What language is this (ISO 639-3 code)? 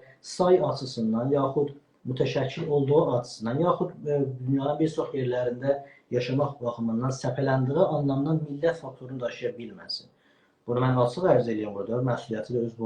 azb